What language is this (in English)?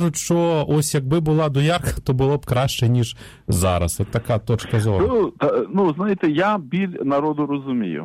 Ukrainian